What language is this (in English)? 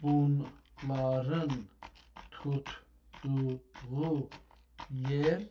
South Azerbaijani